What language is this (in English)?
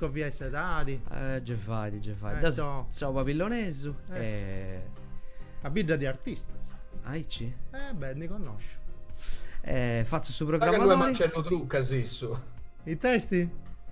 Sardinian